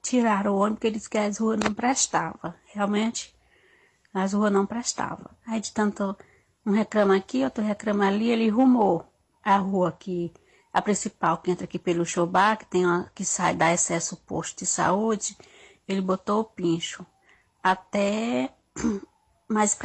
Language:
Portuguese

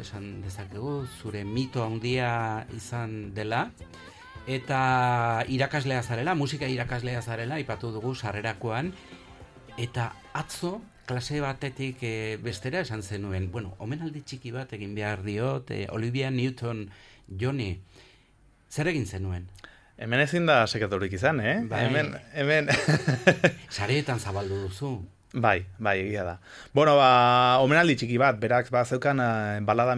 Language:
Basque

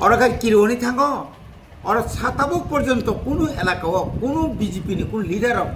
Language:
Kok Borok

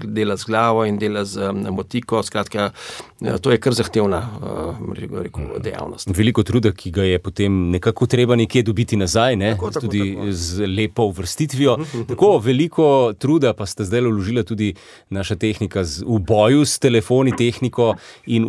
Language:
Slovenian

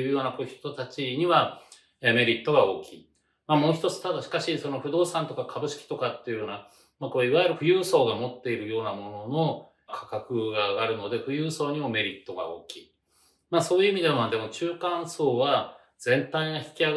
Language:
Japanese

